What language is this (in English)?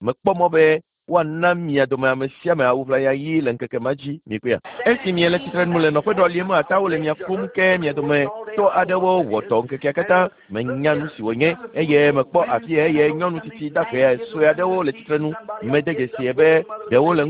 Ewe